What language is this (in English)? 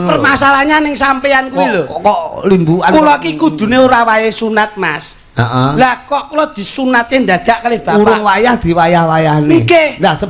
Javanese